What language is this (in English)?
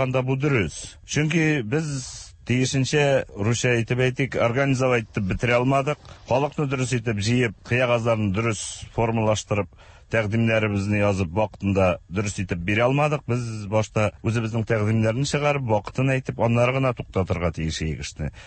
Tatar